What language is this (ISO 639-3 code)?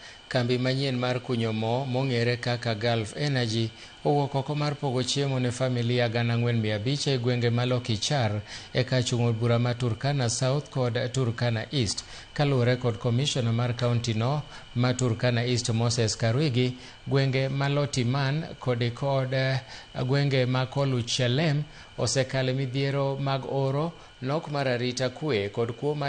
luo